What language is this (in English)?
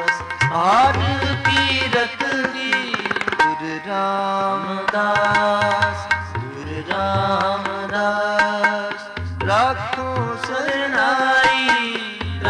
Punjabi